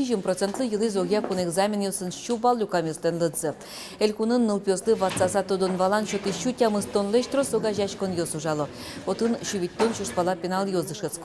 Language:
Udmurt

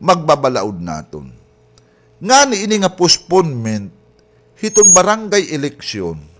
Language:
Waray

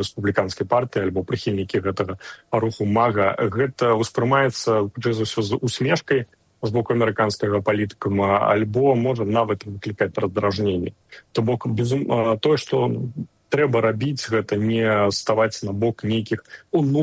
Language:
Belarusian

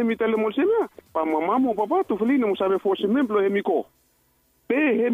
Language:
Bislama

